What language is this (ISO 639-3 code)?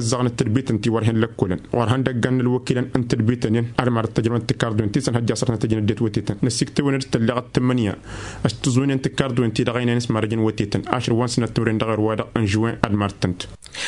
taq